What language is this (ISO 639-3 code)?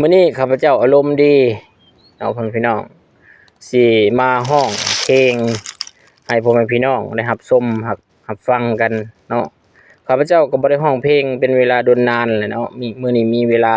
lao